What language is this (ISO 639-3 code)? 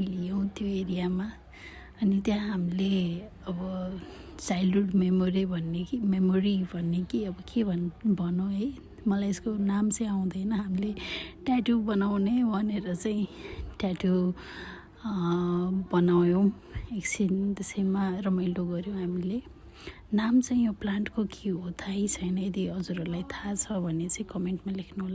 nep